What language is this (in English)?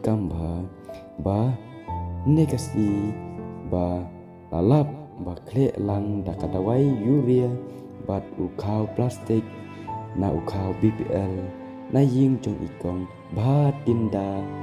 Khasi